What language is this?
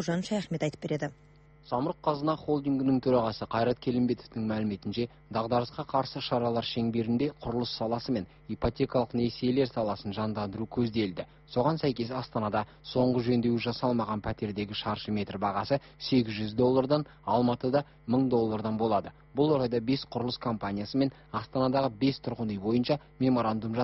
Kazakh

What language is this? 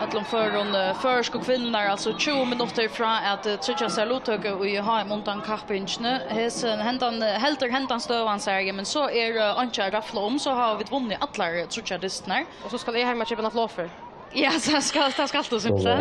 Faroese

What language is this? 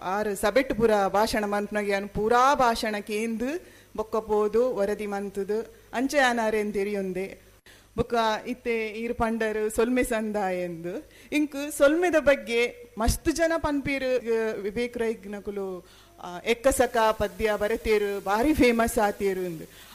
Tulu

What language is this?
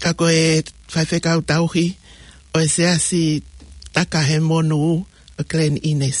Tongan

